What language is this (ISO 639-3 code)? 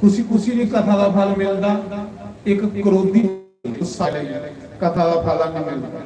doi